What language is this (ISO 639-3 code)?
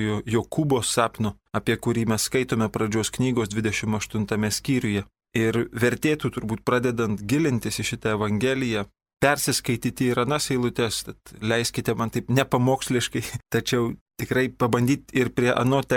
lit